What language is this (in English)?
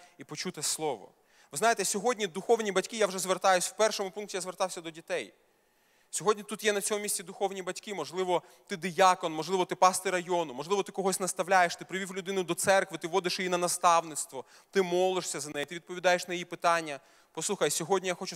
Ukrainian